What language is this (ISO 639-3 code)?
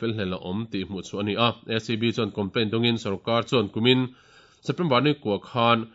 lus